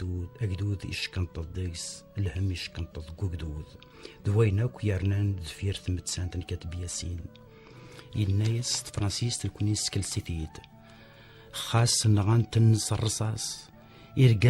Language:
Kabyle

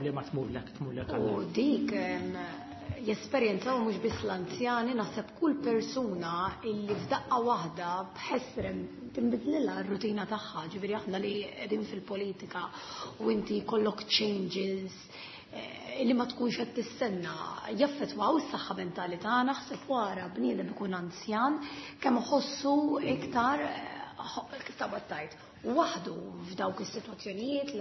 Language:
Maltese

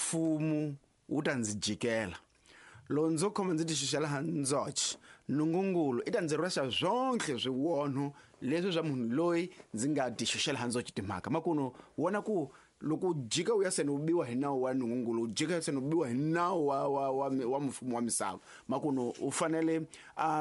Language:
Tsonga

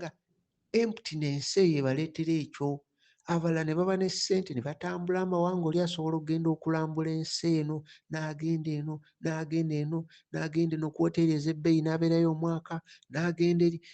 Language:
Ganda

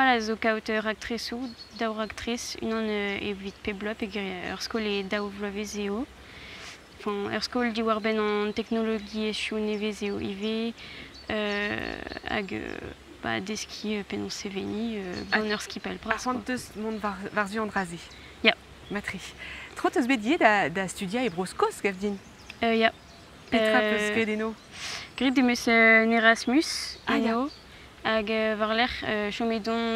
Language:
Breton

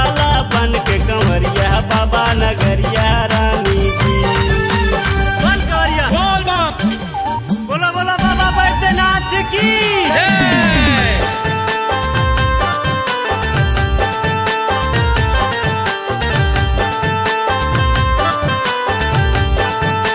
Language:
Bhojpuri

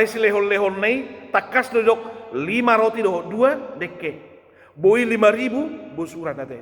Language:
Batak Toba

